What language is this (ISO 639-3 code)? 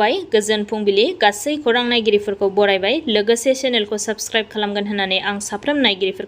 brx